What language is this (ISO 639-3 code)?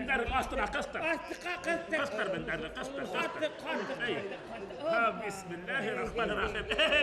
bak